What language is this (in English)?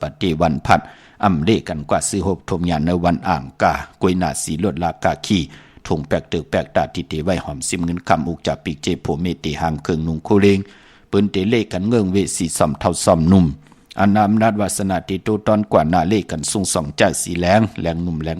Shan